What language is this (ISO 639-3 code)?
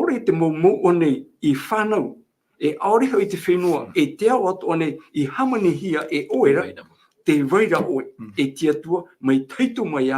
tah